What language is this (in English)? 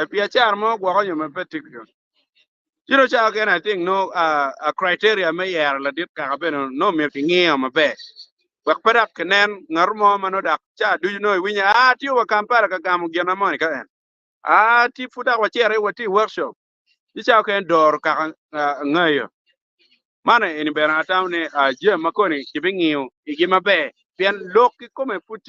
Acoli